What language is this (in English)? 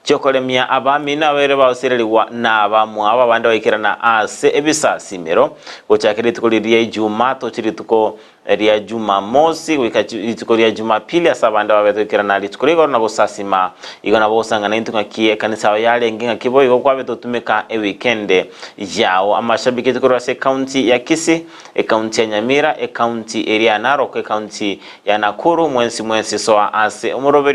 Gusii